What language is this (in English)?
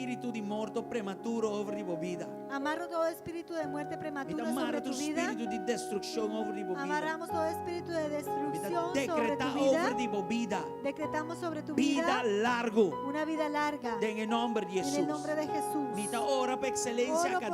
Papiamento